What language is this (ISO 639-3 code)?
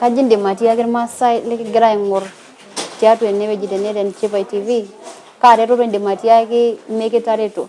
mas